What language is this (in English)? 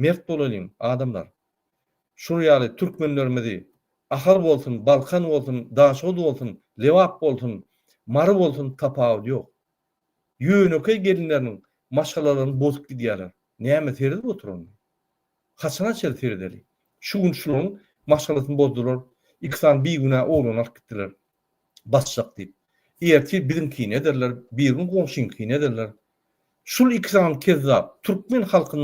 Turkmen